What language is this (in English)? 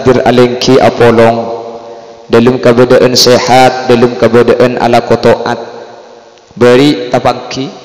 Madurese